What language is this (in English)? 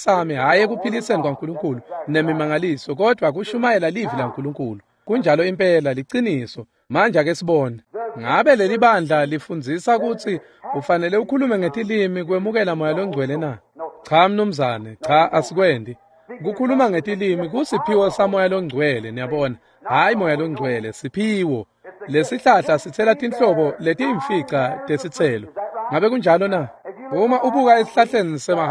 Swati